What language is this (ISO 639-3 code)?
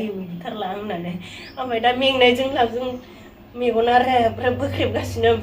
brx